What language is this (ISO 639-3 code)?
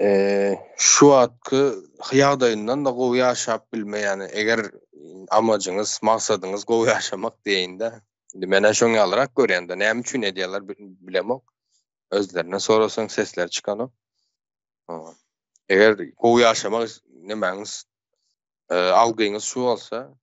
tuk